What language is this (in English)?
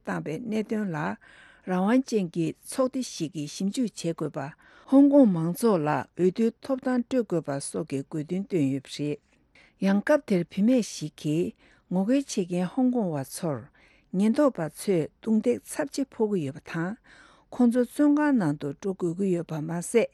Tibetan